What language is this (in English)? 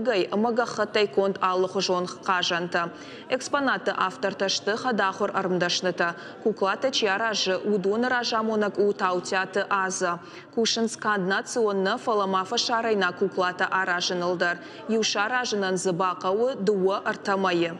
Ossetic